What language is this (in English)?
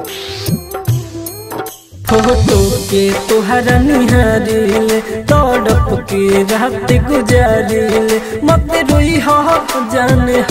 Bhojpuri